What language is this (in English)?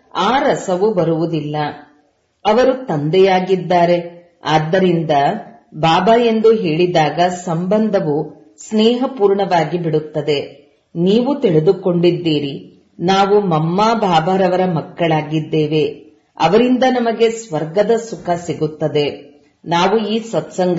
Kannada